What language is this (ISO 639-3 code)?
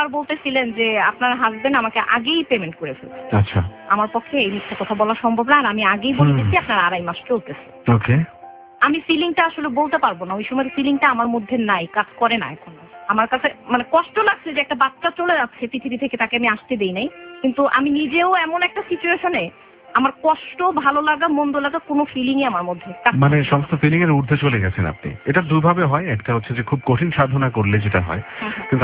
ben